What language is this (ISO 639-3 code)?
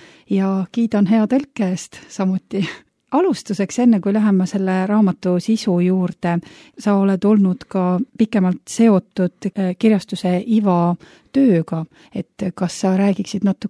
est